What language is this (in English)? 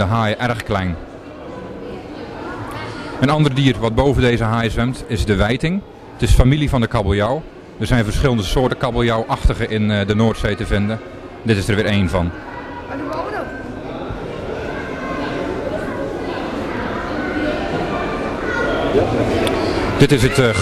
Dutch